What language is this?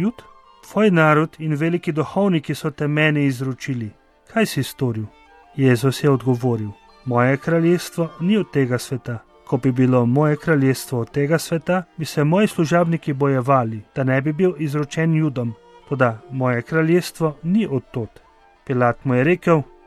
Slovenian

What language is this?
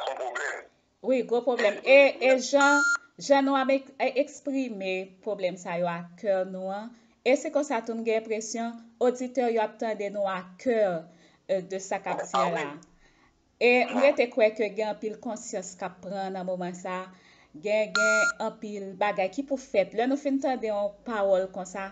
Haitian Creole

